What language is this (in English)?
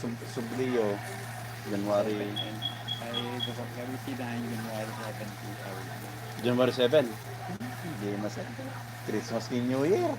Iloko